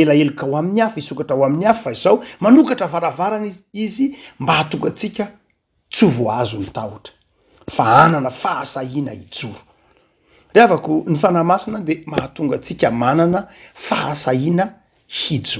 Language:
Malagasy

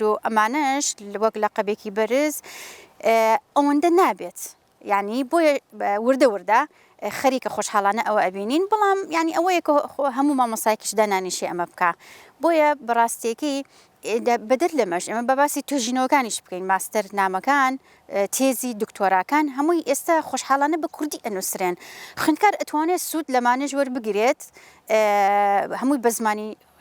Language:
Central Kurdish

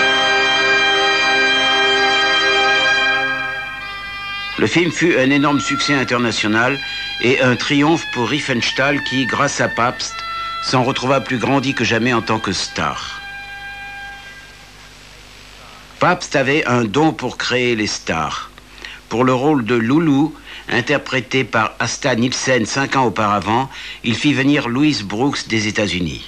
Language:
French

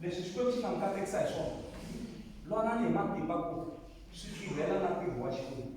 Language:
Tsonga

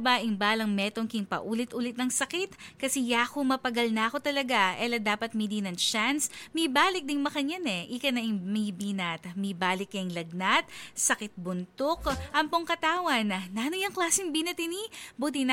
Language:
Pampanga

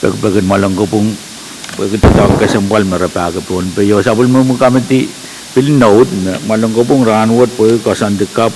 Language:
Pohnpeian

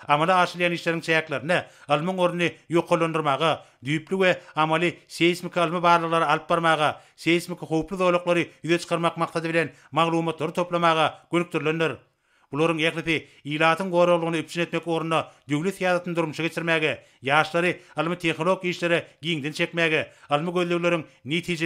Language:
Turkmen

